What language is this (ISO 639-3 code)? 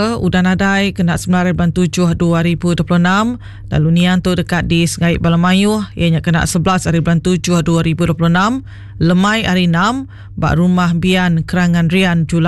iba